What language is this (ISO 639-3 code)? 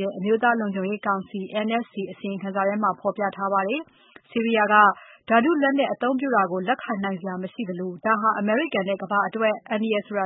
mya